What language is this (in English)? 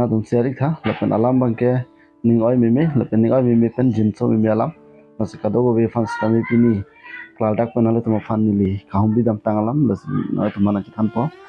Karbi